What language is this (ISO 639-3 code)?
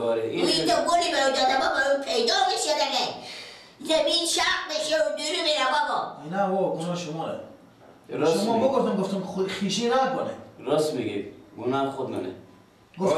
fas